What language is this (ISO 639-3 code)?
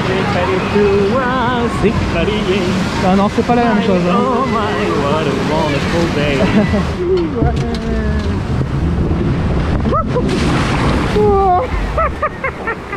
fra